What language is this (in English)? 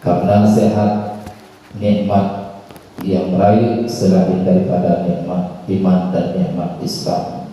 Achinese